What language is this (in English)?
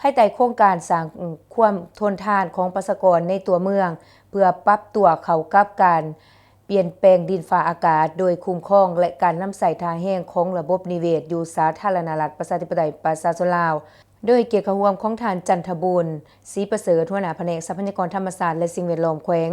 Lao